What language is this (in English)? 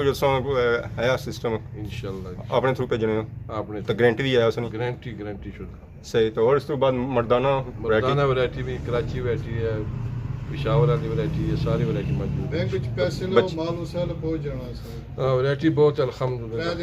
Pahari-Potwari